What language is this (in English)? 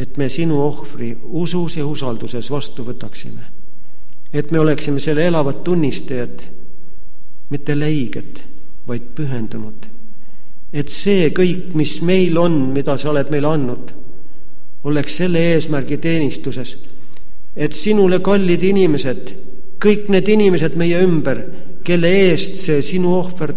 Estonian